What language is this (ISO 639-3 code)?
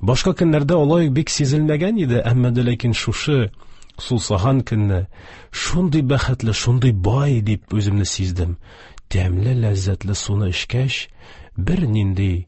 tat